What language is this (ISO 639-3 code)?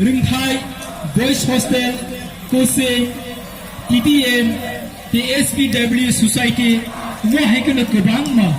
trp